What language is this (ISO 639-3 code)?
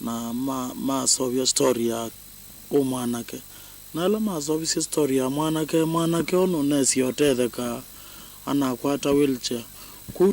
kam